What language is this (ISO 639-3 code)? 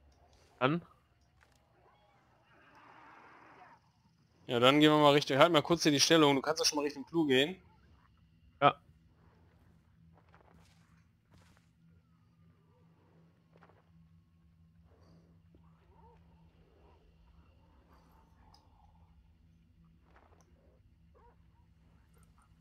deu